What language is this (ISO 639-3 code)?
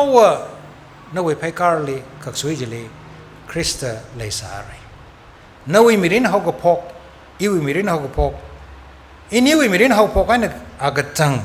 nmf